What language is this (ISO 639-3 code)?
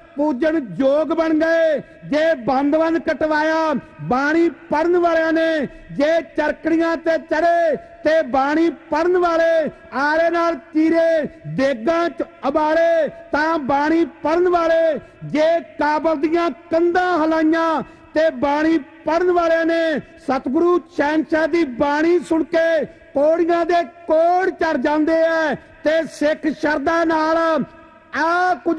pan